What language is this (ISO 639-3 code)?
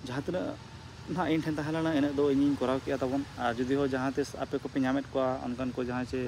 sat